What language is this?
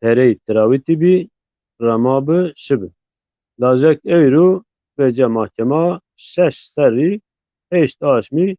Zaza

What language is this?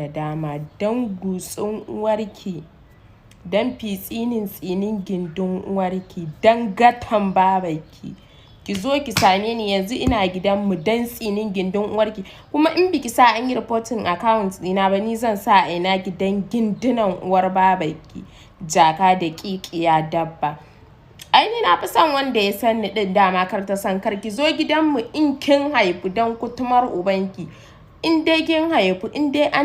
Hausa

